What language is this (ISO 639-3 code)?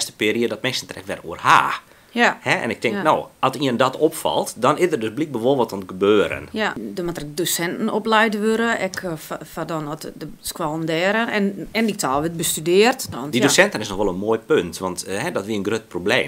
fry